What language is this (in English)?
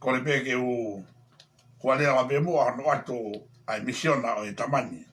Tongan